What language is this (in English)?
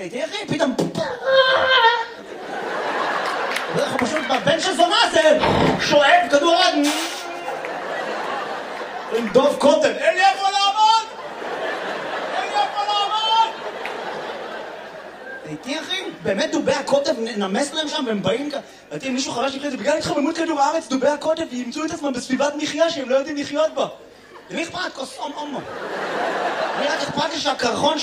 Hebrew